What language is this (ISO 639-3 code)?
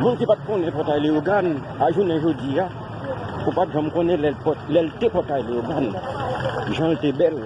hat